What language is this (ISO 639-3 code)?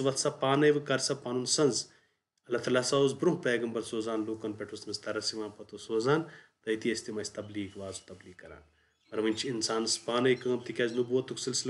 kas